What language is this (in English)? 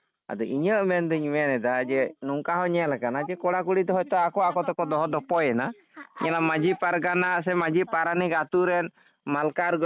Santali